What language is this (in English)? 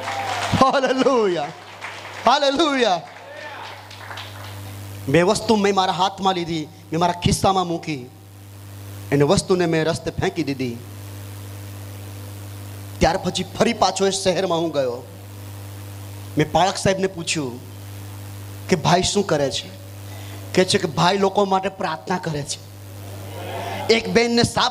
Gujarati